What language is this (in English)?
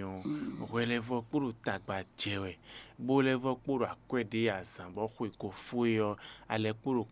Fon